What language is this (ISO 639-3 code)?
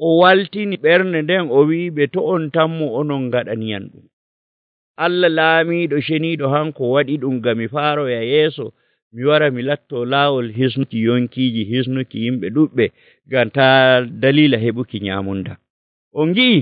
fuv